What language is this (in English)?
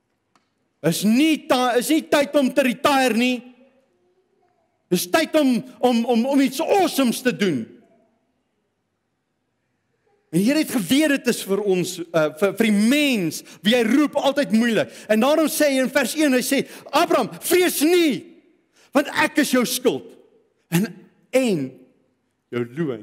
Afrikaans